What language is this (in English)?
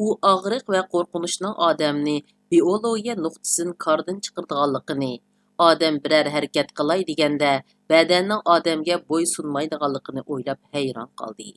Uyghur